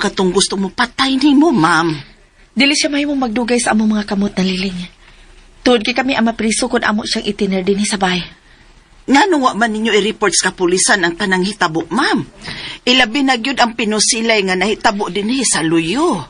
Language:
Cebuano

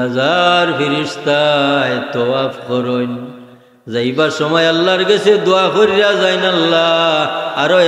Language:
Sylheti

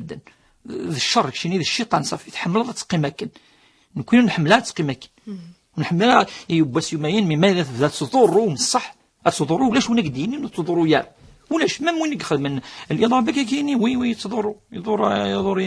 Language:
Kabyle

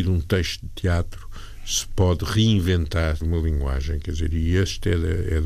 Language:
Portuguese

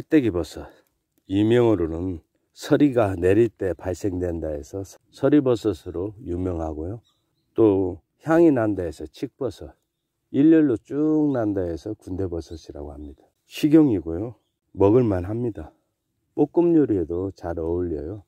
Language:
Korean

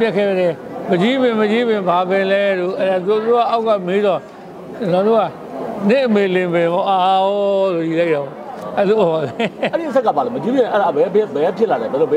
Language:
Burmese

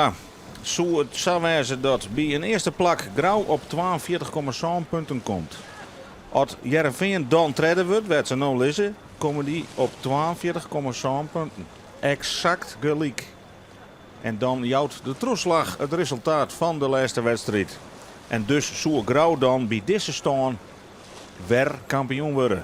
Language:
Western Frisian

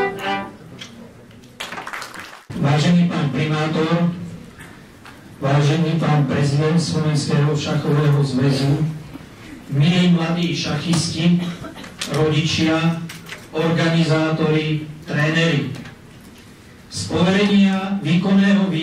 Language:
Slovak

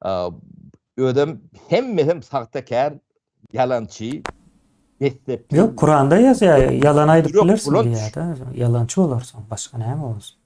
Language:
Turkmen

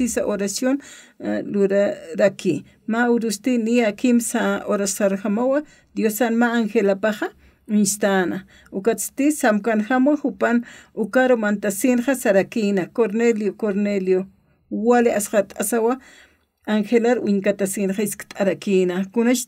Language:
Aymara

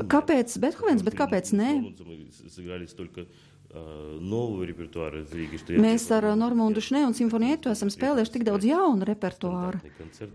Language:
Latvian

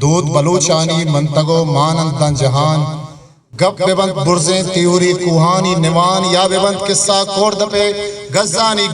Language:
Eastern Balochi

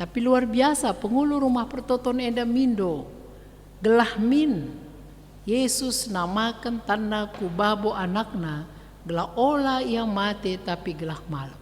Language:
Batak Karo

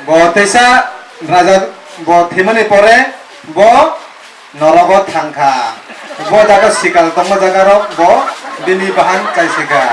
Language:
Kok Borok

